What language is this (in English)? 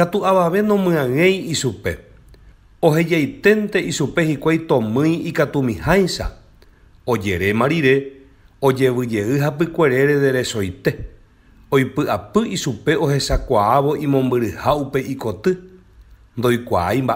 Guarani